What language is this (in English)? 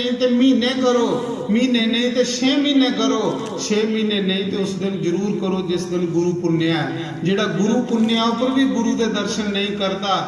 Dogri